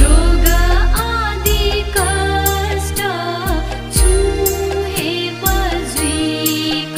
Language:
Newari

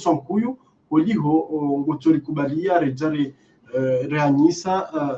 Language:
Ngazidja Comorian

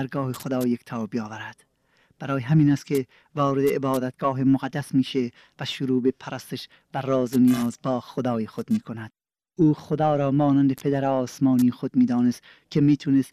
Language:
Persian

